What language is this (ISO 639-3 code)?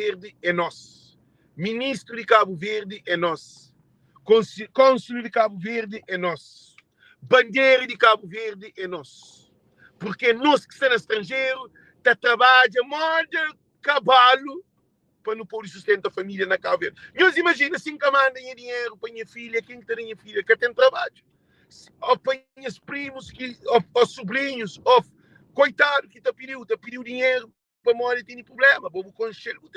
kea